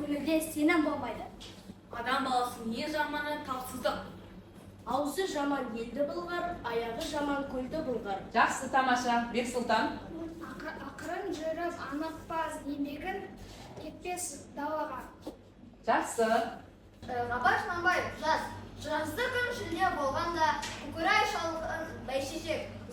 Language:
Kazakh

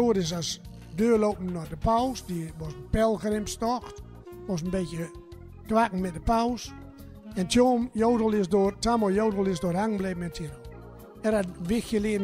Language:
Gronings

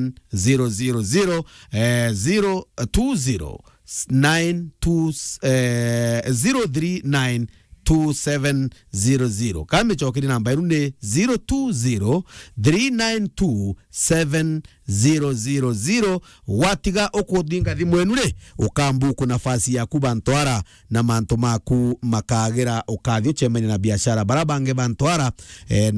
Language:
Meru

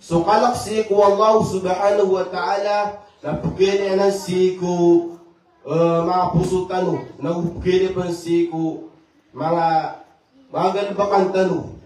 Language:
Maranao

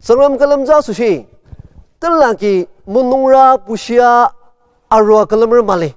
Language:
Ao Naga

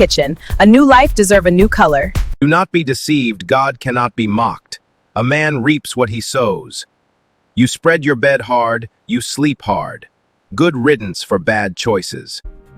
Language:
Jamaican Creole English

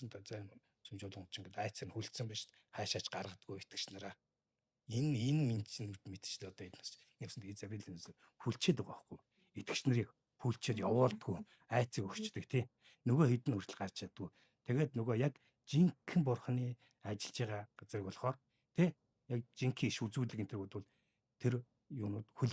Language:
Mongolian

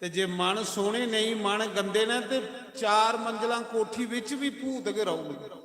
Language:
Dogri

